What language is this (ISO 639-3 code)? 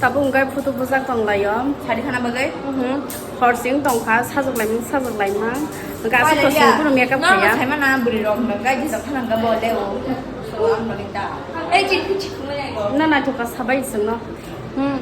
trp